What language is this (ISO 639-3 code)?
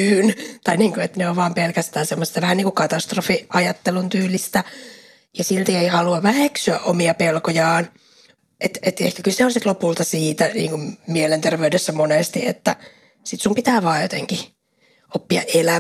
fin